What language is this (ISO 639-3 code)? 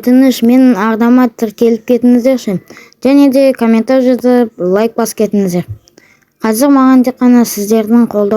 kaz